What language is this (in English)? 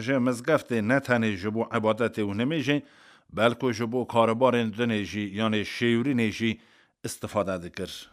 Kurdish